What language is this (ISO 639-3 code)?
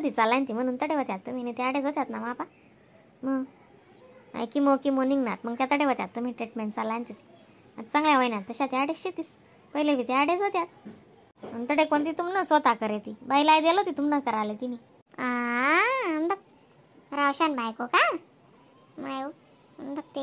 khn